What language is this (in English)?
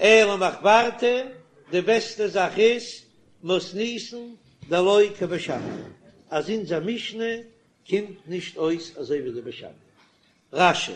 Yiddish